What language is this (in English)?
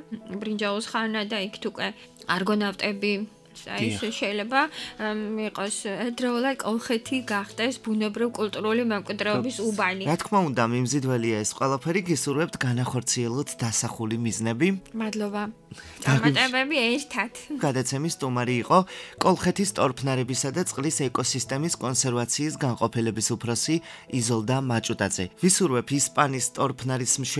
Georgian